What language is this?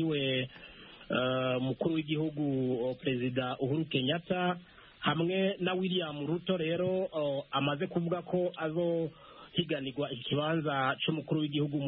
Kinyarwanda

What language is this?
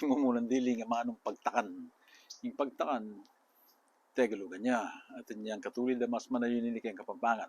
Pampanga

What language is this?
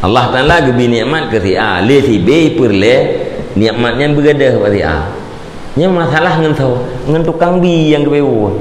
Achinese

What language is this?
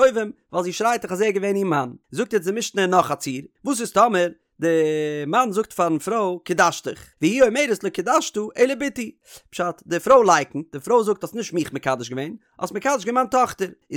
Yiddish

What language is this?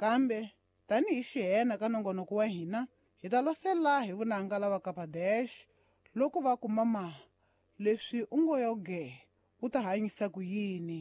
Tsonga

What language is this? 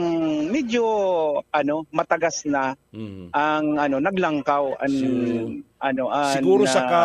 Bikol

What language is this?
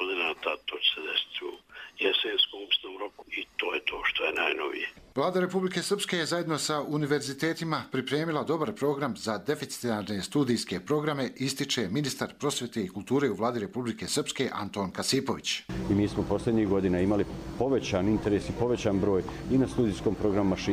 Croatian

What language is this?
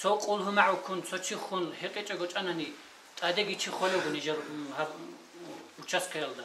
Avaric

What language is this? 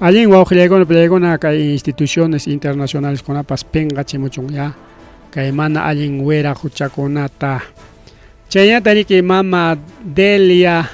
Ayacucho Quechua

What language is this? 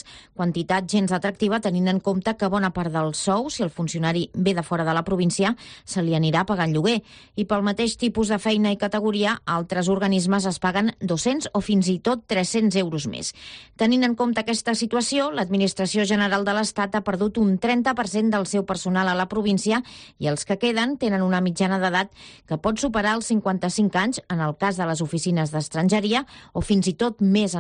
Catalan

